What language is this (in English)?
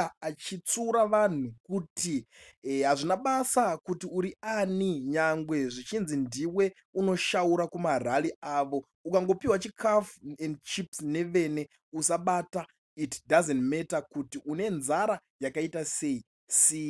Shona